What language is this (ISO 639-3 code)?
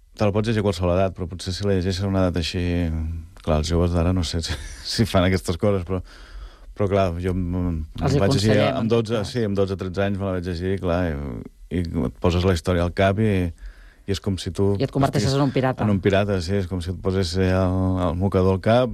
cat